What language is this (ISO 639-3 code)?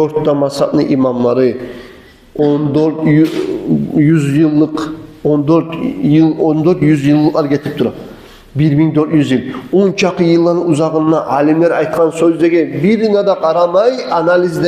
kum